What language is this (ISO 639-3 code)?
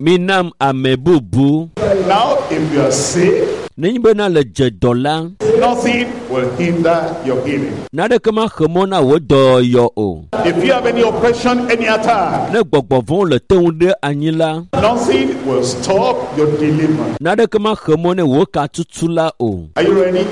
ewe